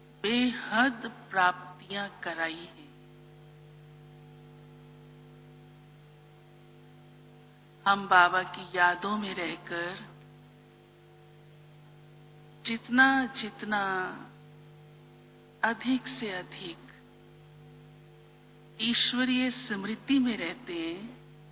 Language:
Hindi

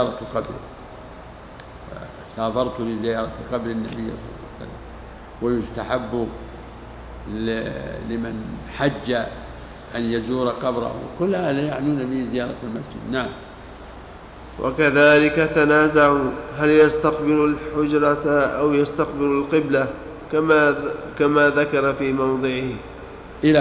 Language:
Arabic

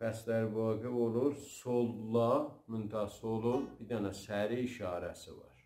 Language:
South Azerbaijani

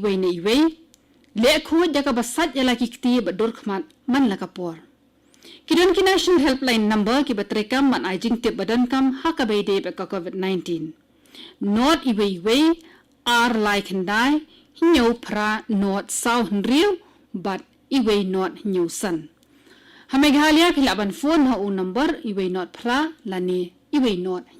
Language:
Khasi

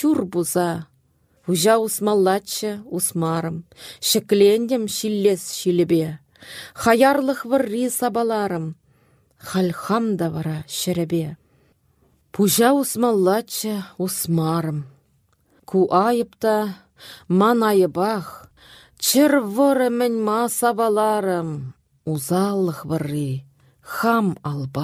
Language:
Chuvash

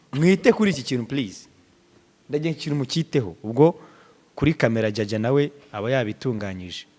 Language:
Kinyarwanda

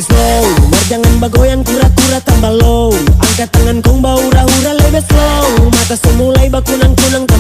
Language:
Manado Malay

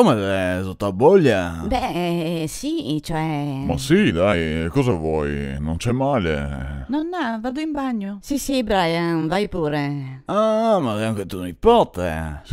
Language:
Venetian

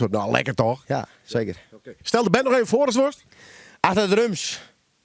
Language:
Western Frisian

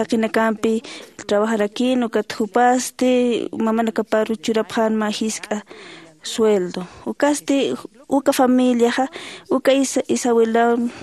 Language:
Aymara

